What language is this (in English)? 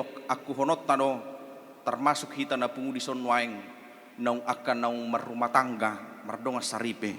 Batak Toba